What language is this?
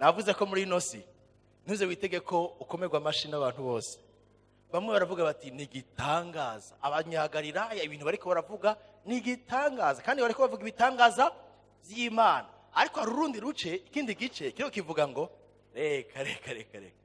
Rundi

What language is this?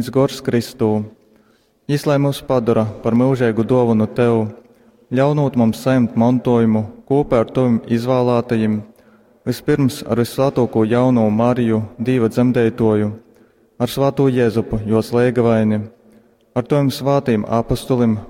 Latgalian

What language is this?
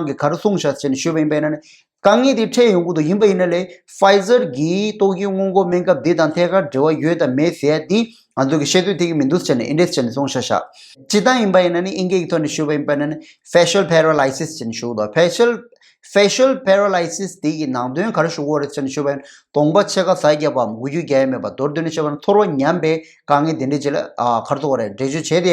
Tibetan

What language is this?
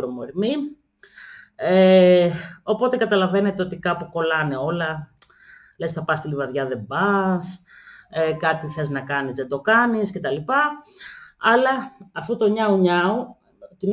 Greek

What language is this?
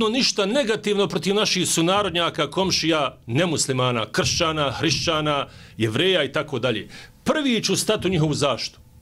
Bosnian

